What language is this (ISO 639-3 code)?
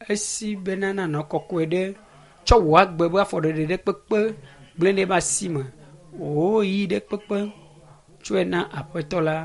ewe